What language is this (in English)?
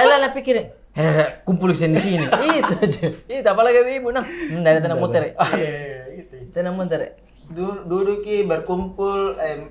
Makassar Malay